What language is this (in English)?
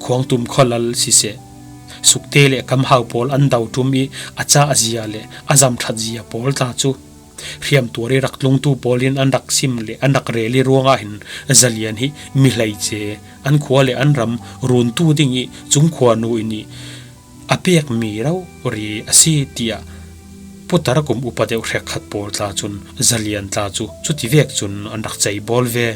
Falam Chin